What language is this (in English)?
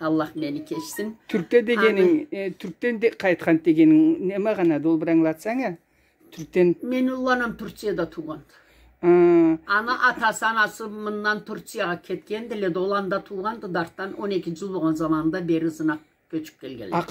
Karachay-Balkar